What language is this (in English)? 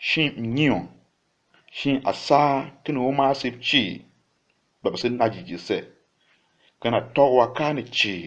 Tiv